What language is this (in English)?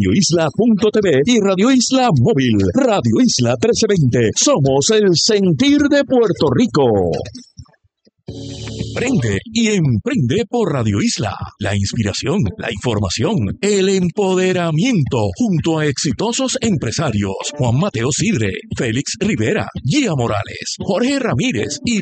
Spanish